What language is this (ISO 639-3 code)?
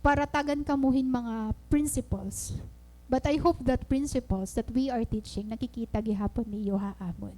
war